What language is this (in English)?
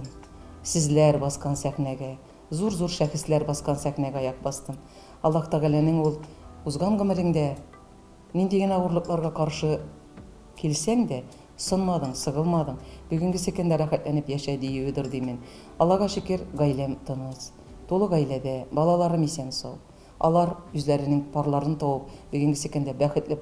Tatar